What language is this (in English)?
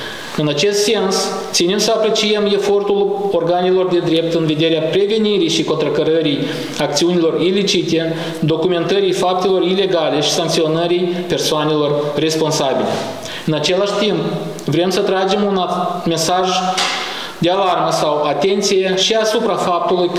Romanian